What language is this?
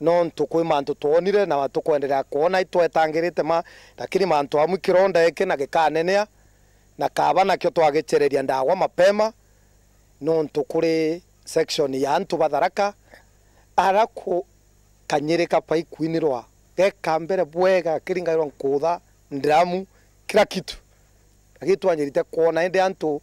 Meru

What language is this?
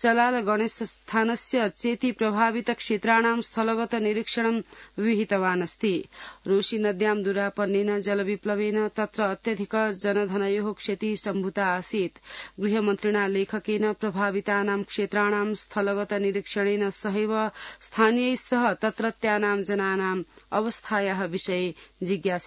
Sanskrit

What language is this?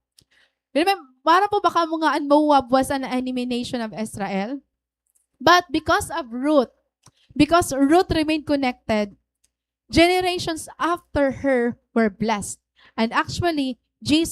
Waray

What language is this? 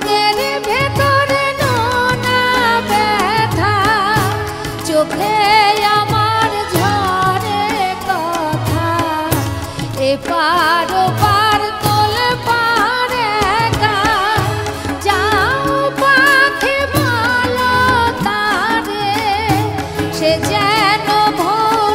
Bangla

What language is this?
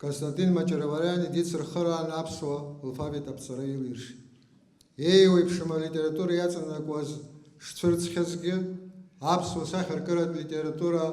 Abkhazian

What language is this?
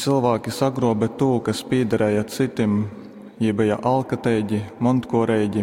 Latgalian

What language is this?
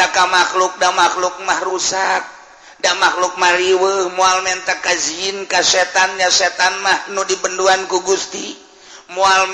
Sundanese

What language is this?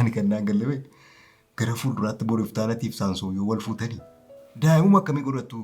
Oromo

